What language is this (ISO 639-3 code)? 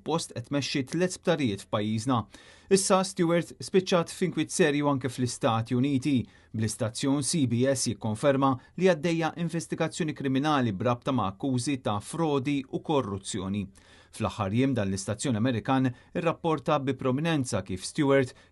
mlt